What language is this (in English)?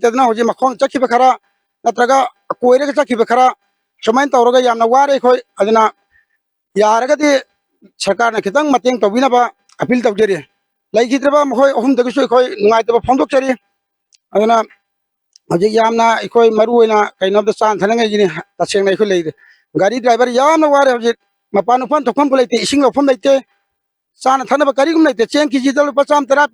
Manipuri